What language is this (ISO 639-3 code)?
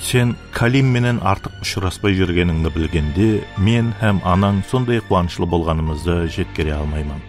kaa